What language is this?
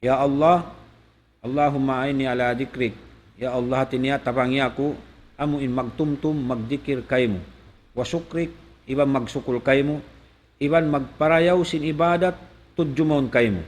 Tausug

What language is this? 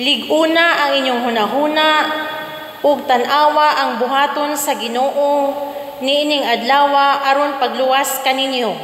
Cebuano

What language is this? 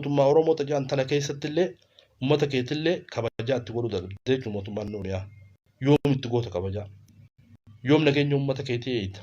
Oromo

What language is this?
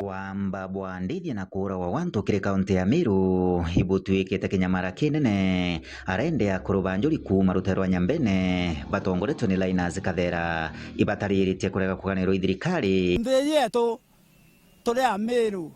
Meru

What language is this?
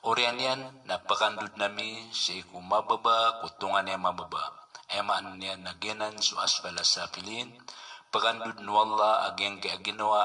Maranao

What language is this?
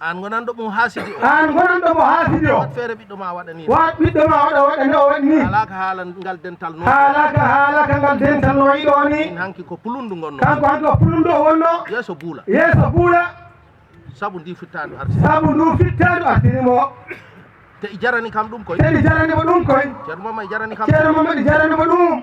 Fula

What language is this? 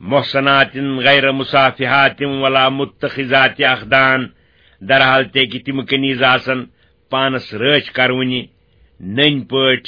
Kashmiri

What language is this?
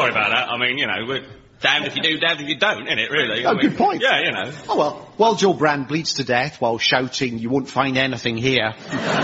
English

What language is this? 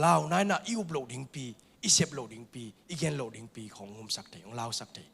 Tedim Chin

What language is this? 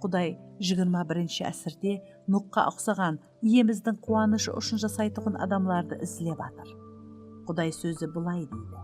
Kara-Kalpak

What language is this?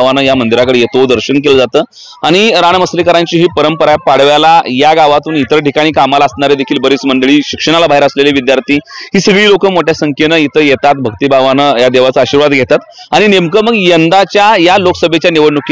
Marathi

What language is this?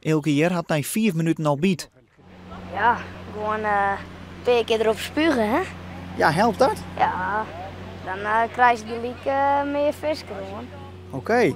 Western Frisian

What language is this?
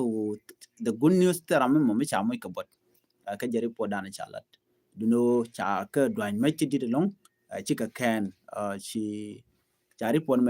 Nuer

